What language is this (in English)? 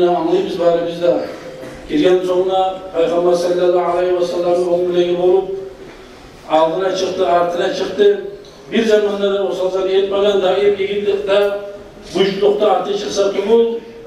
Kumyk